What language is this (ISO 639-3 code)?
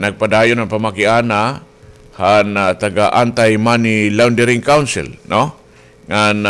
war